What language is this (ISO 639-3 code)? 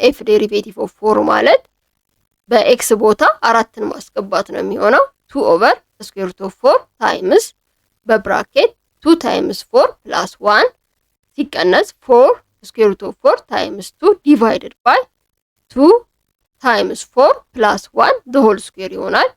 amh